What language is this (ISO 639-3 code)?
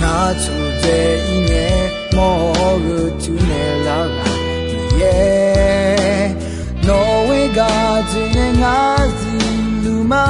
ahk